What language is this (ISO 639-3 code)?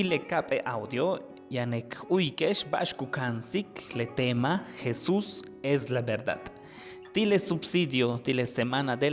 yua